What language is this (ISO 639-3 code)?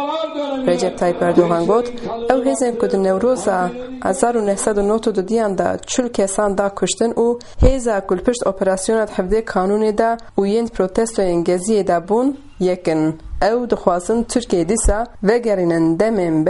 kur